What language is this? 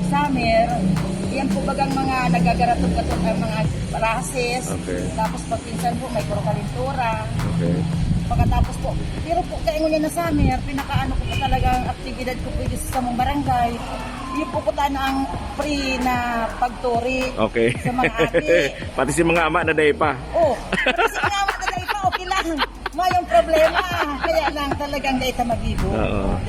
Bikol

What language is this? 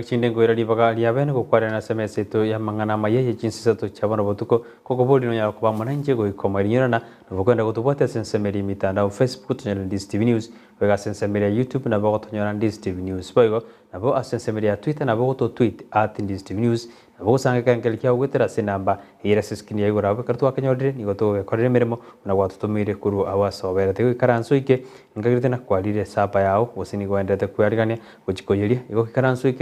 Gusii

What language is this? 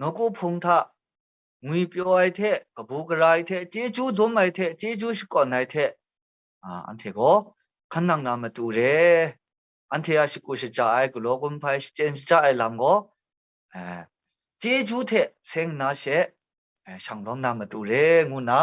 Kachin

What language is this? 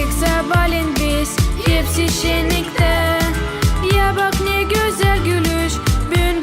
Gagauz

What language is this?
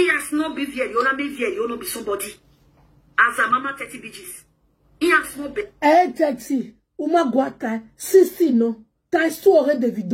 Nigerian Pidgin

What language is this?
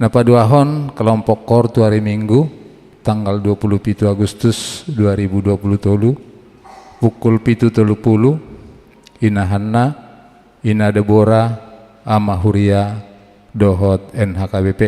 Batak Toba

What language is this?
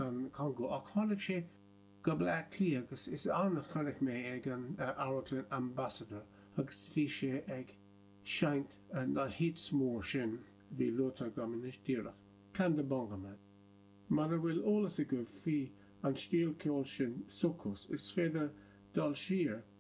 Irish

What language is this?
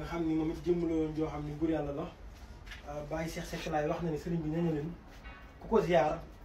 Wolof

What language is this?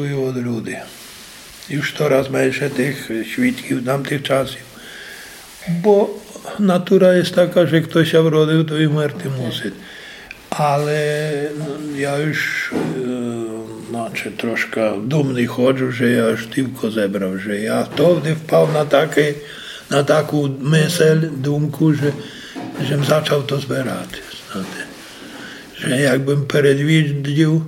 Polish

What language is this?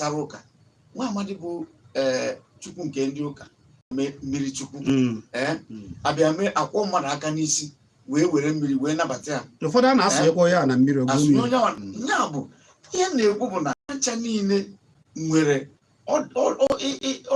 Igbo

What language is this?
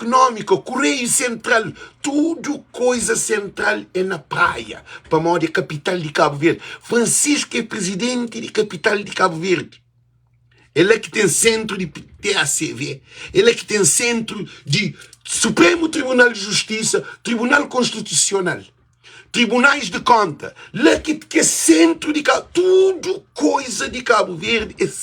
Kabuverdianu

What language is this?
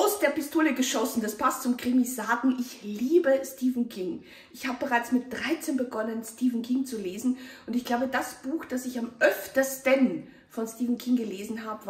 German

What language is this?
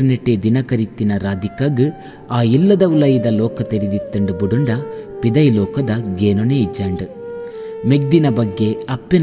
Tulu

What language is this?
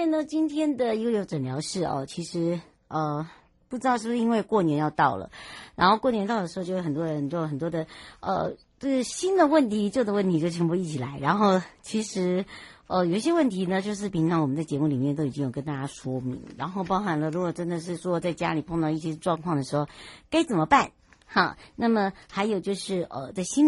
Chinese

